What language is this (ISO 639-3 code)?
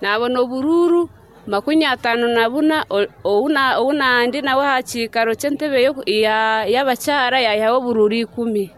nyn